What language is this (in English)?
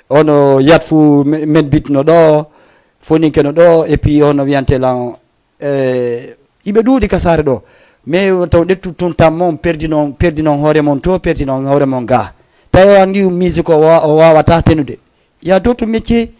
Fula